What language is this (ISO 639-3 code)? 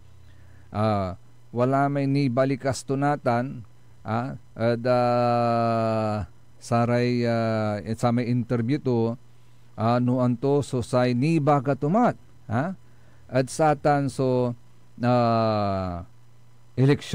pag